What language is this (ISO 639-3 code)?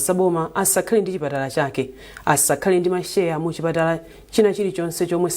nya